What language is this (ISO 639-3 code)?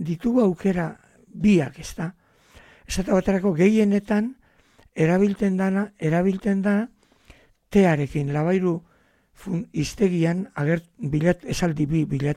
eus